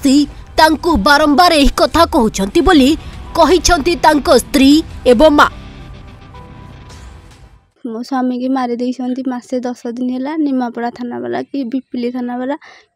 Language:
Odia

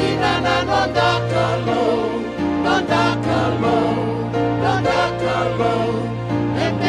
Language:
Fijian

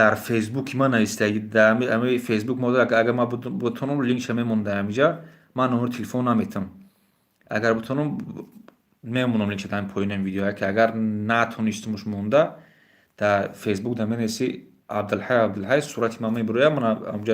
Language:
Tajik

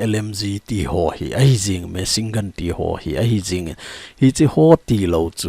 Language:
Thado Chin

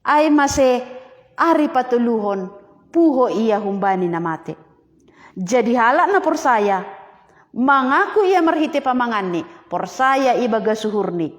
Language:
Batak Simalungun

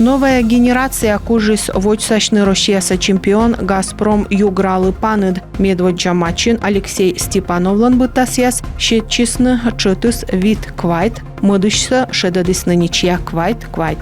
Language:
Komi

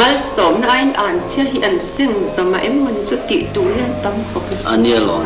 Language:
Mizo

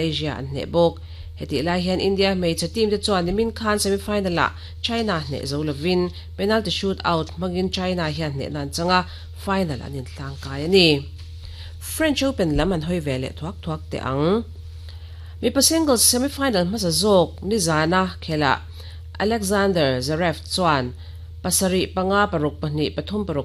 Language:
Mizo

